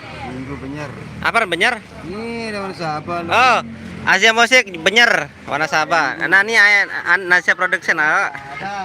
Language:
Sasak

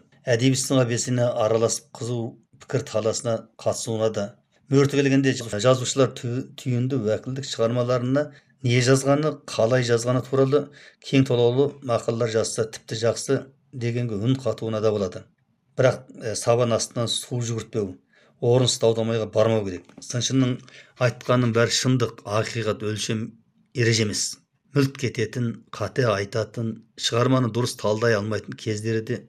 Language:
Kazakh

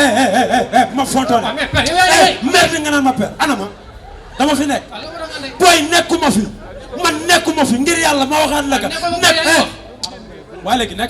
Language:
Wolof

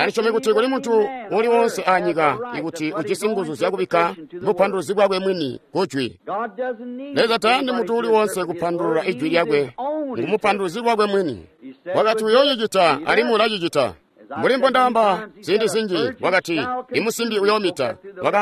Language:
Tonga (Zambia)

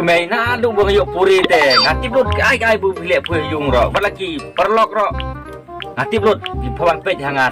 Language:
Khasi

